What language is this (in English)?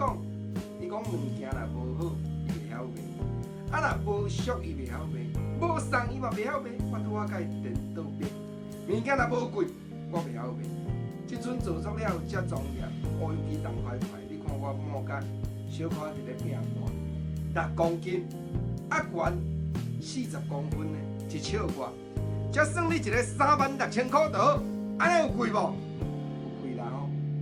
Min Nan Chinese